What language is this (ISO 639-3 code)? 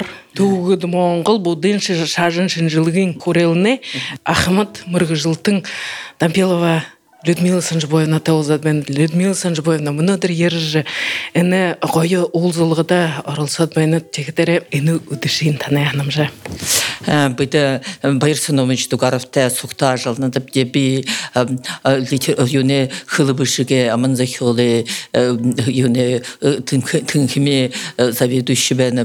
bua